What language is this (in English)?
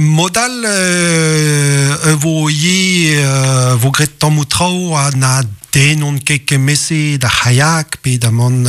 Breton